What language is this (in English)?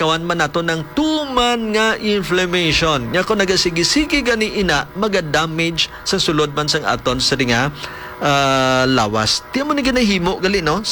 Hiligaynon